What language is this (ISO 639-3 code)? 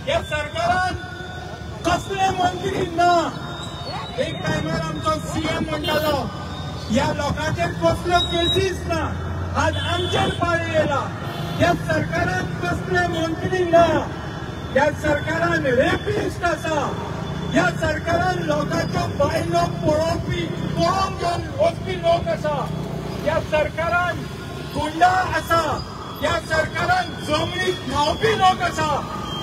kok